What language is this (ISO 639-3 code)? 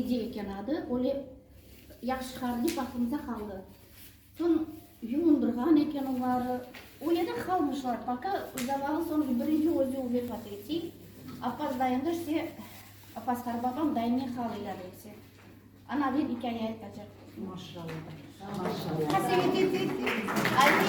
crh